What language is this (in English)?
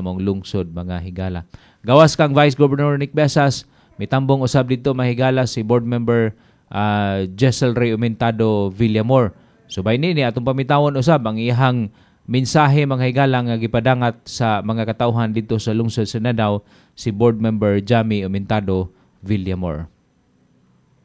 Cebuano